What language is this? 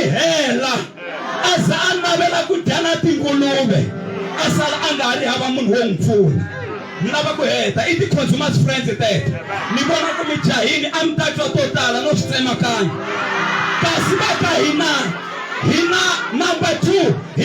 Tsonga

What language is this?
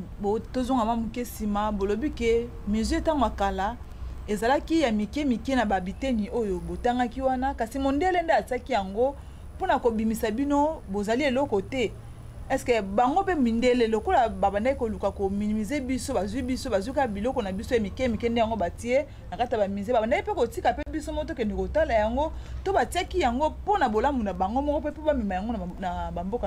Lingala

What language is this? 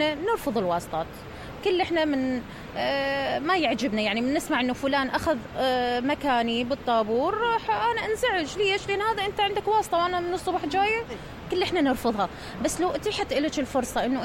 Mesopotamian Arabic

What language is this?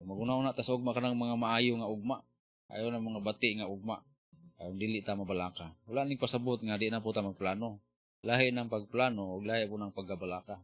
Cebuano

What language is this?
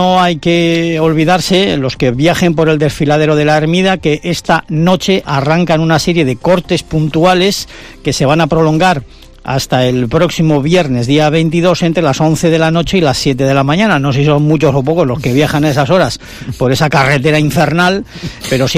Spanish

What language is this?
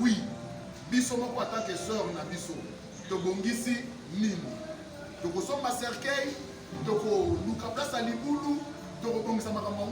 Lingala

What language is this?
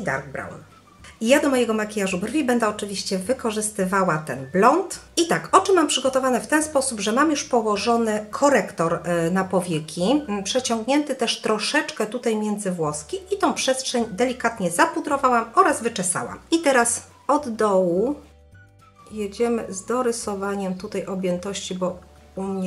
Polish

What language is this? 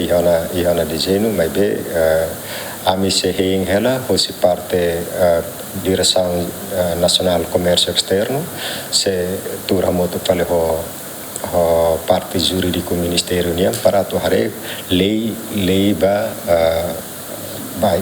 Tetum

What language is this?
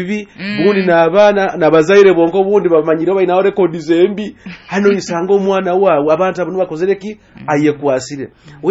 Nyoro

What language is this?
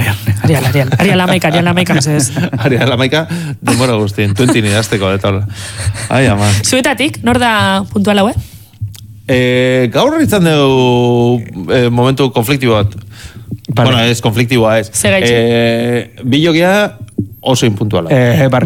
Basque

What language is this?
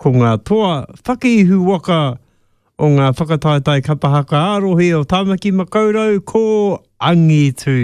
Māori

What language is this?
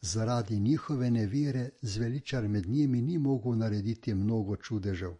Slovenian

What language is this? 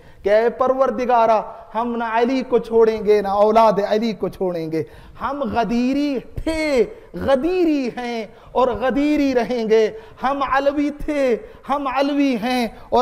Urdu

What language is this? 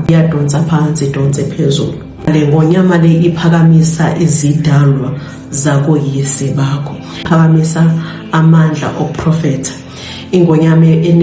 Zulu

